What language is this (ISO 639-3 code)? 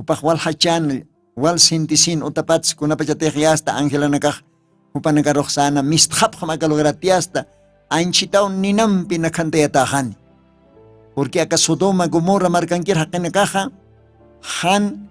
aym